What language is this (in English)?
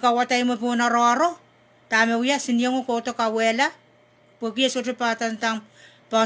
Pohnpeian